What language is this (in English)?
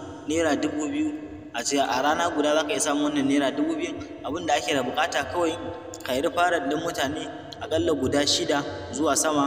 Hausa